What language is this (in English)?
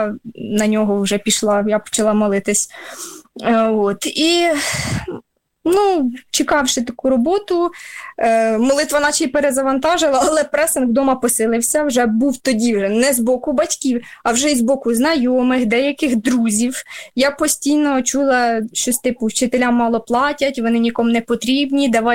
Ukrainian